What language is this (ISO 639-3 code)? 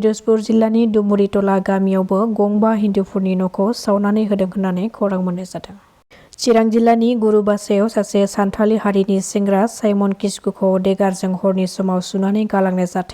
brx